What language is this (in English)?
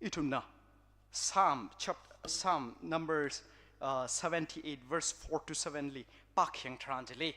Tangkhul Naga (India)